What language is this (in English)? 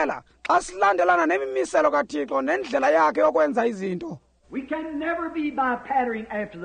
Xhosa